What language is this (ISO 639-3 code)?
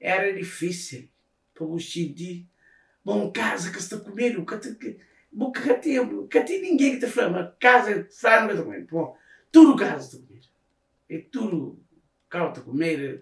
kea